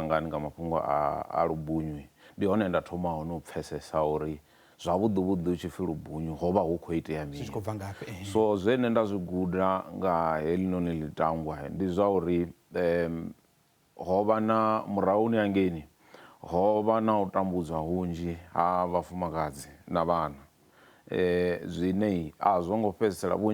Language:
Venda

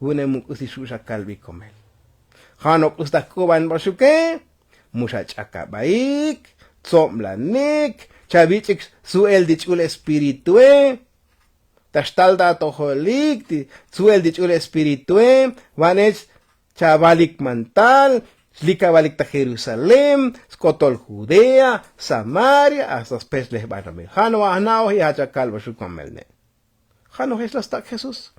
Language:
Tzotzil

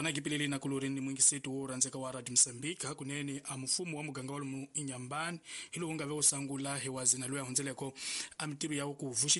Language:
Tsonga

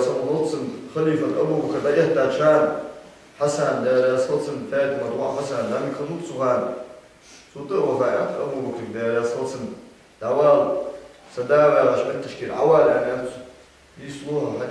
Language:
Ingush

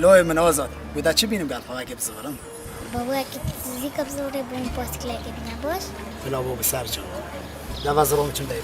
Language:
Kurdish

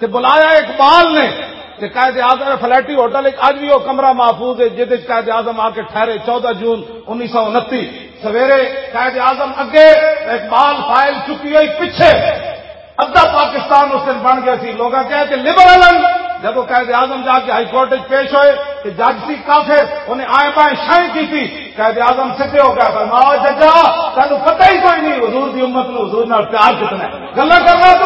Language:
Western Panjabi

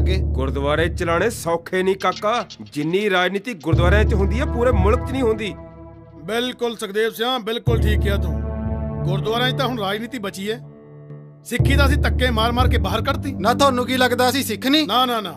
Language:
Punjabi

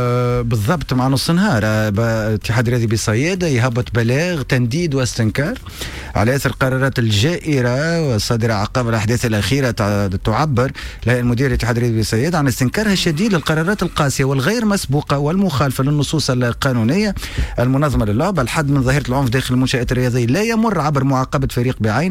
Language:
Tunisian Arabic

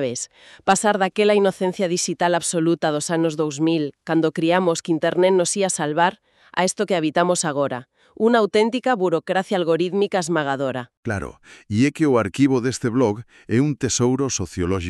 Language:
Galician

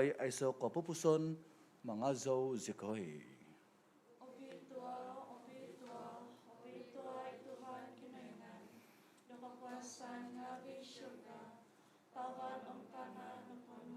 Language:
Central Dusun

